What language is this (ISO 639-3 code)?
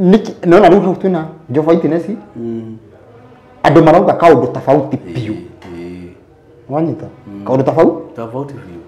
kik